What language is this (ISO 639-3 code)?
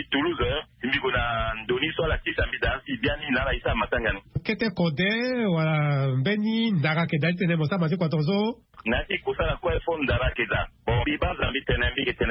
sag